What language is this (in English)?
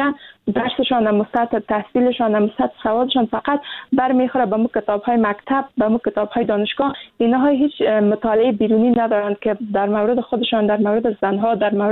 Persian